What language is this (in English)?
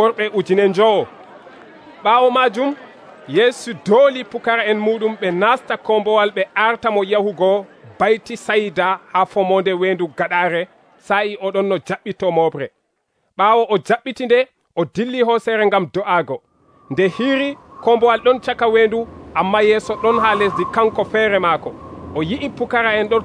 Nigerian Fulfulde